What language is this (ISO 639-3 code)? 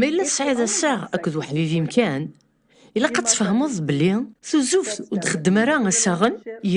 kab